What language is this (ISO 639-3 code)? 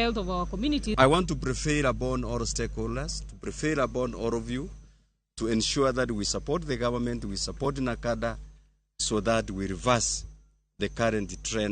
luo